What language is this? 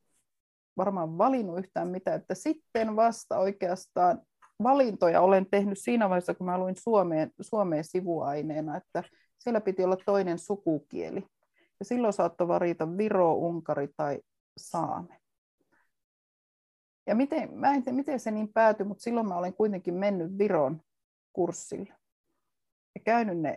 Finnish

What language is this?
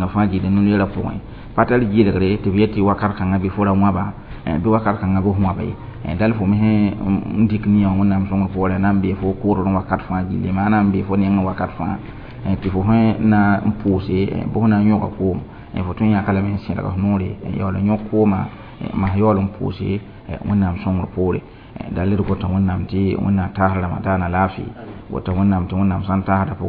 Mossi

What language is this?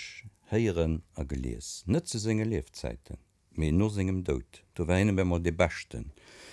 Luxembourgish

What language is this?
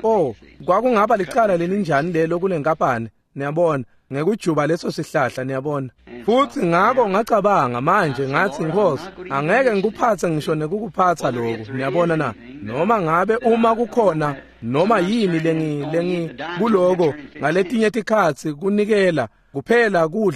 Swati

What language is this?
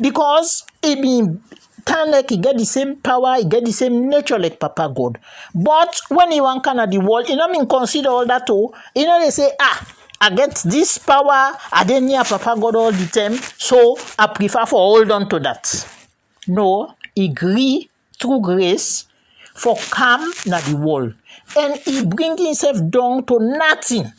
Krio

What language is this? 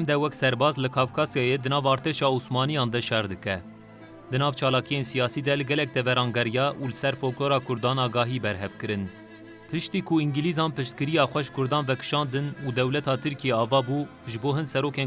Kurdish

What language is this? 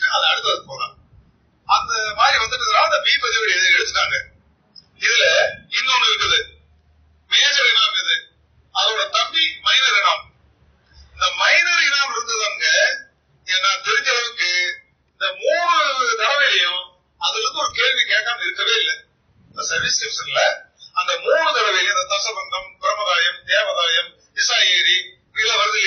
Tamil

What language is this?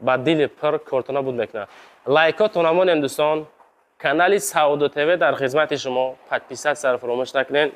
Tajik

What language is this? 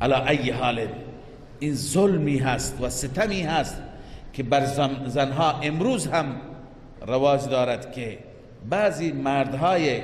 Persian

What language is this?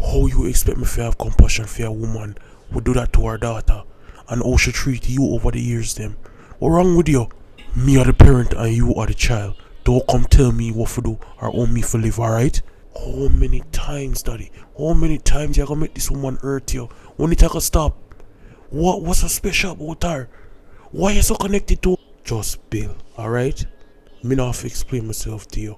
Jamaican Creole English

